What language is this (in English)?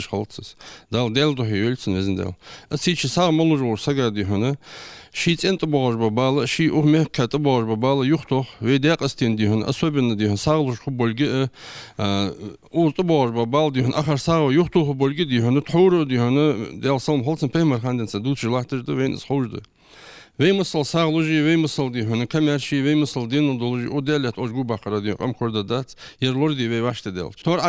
Ingush